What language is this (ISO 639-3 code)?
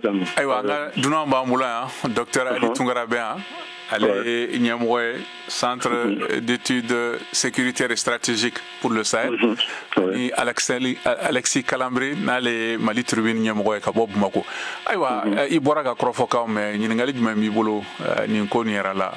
bam